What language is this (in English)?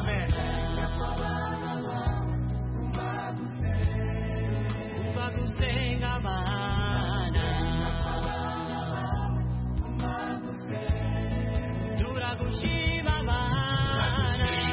Kinyarwanda